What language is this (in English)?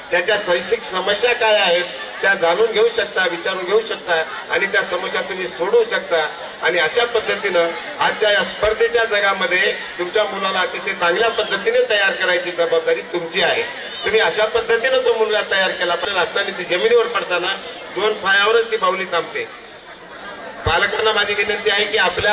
Marathi